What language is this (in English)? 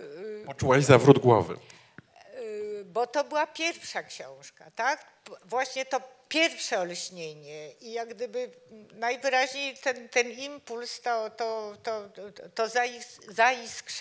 Polish